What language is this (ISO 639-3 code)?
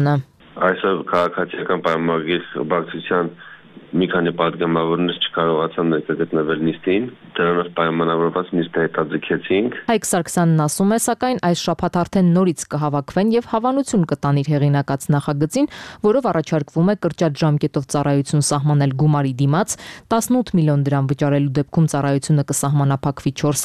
hye